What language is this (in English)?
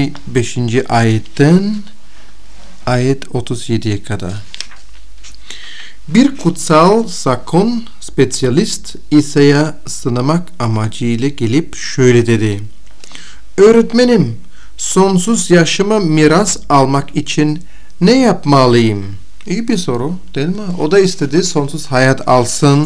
Turkish